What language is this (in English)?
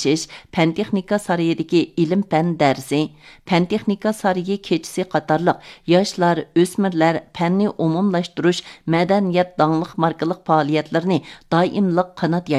Uyghur